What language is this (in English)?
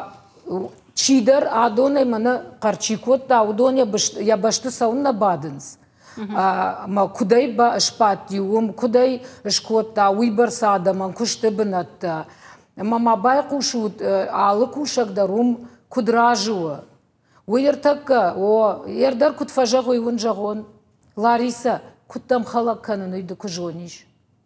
Ossetic